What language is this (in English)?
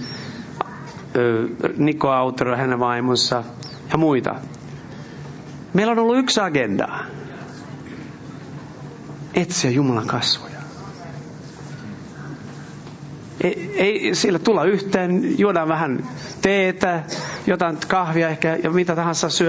Finnish